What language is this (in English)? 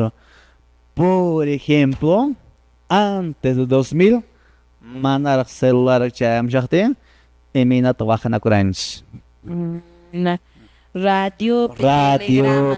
Quechua